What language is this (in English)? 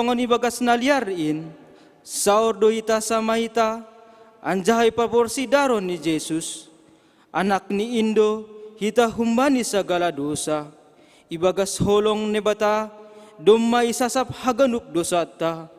Batak Simalungun